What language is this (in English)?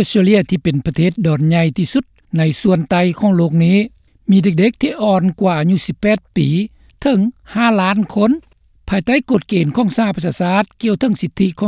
Lao